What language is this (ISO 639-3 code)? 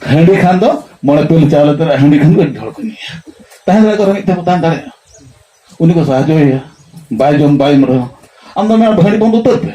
sat